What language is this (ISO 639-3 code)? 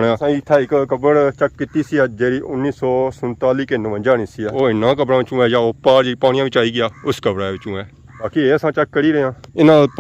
phr